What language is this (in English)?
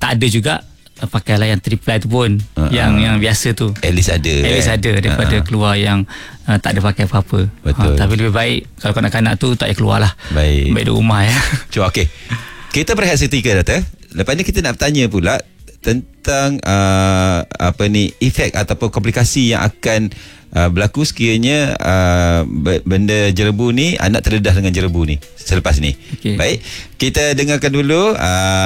Malay